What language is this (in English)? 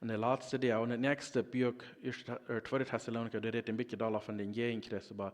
Plautdietsch